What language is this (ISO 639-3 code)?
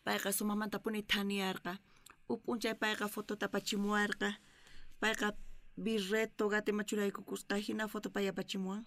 quh